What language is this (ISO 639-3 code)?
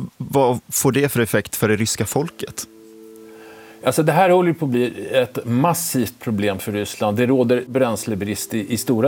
swe